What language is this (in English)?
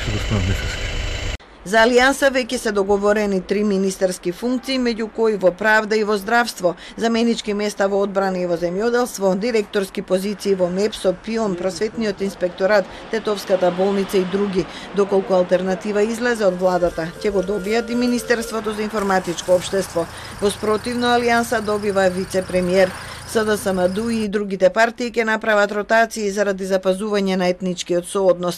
Macedonian